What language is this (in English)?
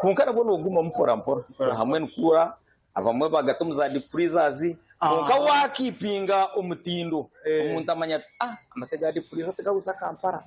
Nyankole